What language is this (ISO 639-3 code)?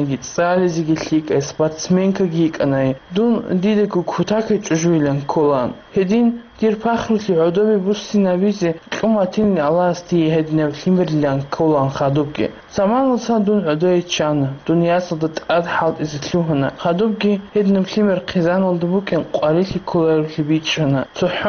ava